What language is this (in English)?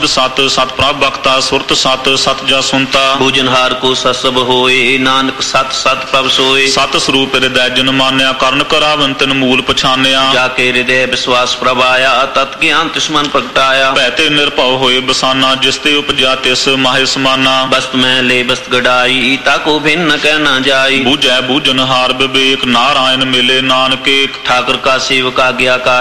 Punjabi